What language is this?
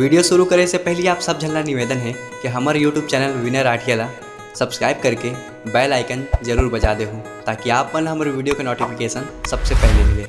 Chhattisgarhi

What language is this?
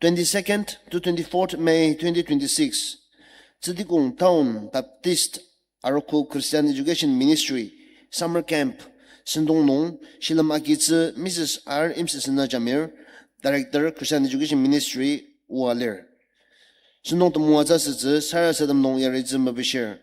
Ao Naga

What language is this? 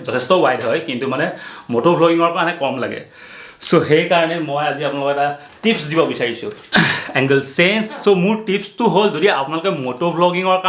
Assamese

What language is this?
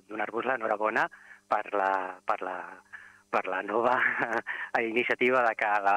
Catalan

